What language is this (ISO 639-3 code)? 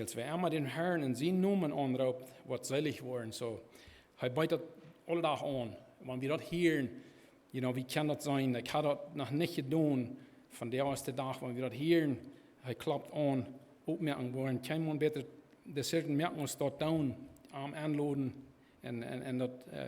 pdt